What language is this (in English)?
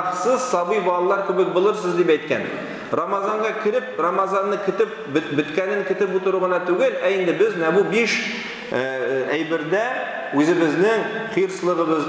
Tatar